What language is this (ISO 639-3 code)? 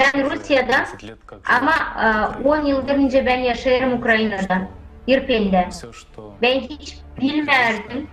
gag